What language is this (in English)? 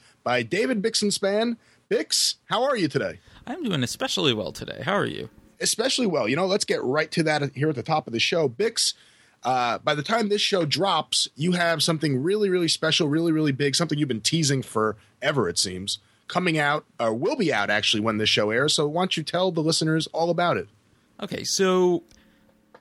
English